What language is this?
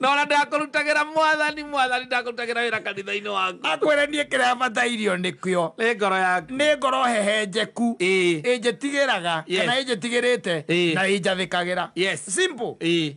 Kikuyu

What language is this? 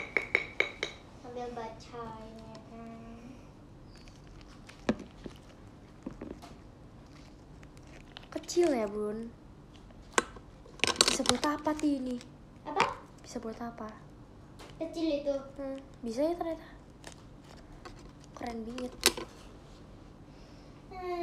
Indonesian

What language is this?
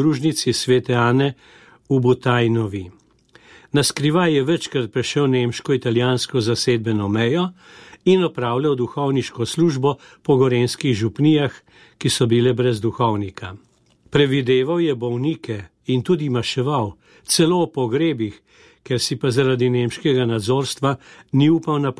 Slovenian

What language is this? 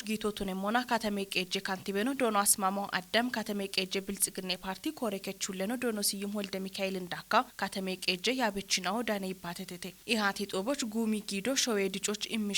Kafa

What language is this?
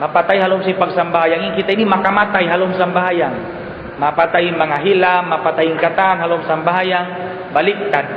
Tausug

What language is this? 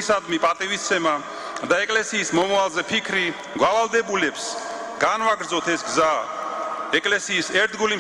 Georgian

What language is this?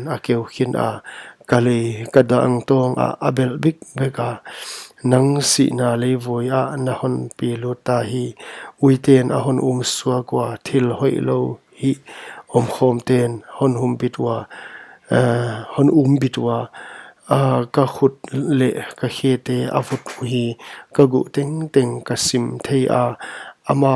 Paite Chin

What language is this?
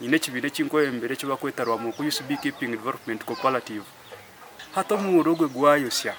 Nyankole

